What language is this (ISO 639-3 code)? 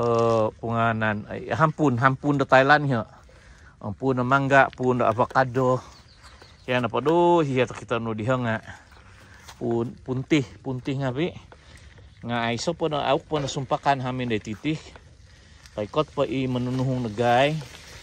dtp